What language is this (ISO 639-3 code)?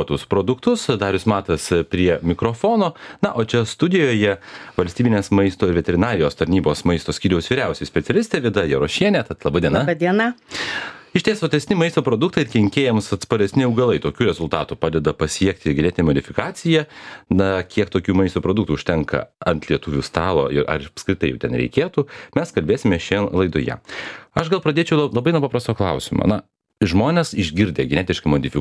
lit